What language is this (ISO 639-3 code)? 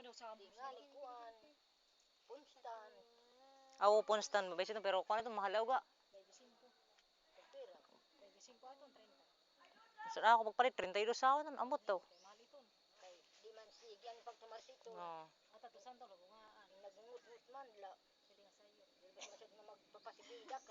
war